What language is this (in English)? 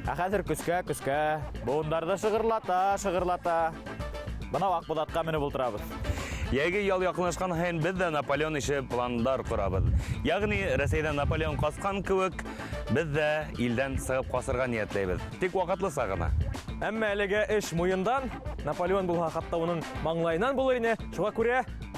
Bashkir